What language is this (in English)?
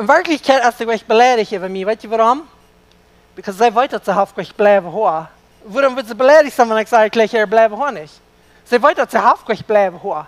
Plautdietsch